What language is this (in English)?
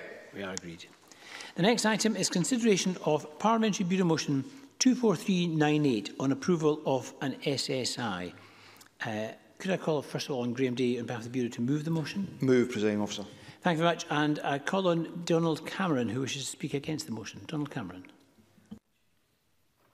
English